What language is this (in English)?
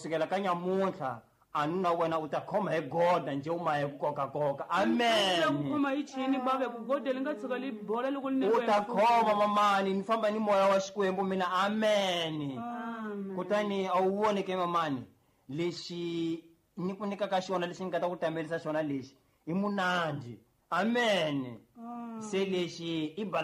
Tsonga